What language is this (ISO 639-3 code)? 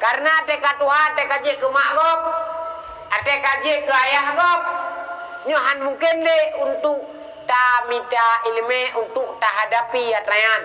ace